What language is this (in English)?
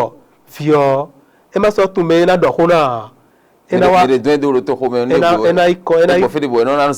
Fon